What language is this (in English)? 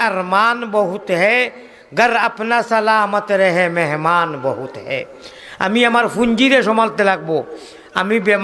Sylheti